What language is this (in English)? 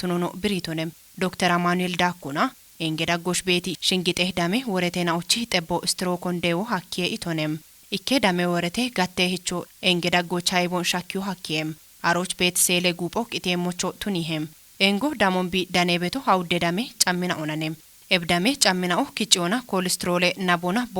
Kafa